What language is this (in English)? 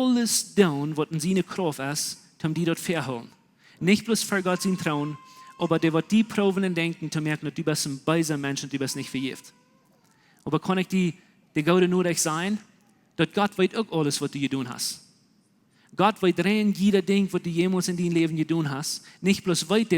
Plautdietsch